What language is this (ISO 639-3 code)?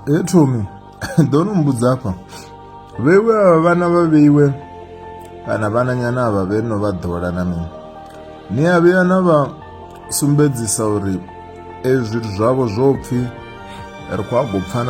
ven